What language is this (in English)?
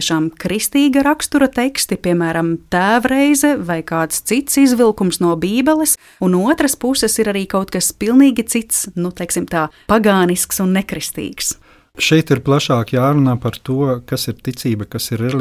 Latvian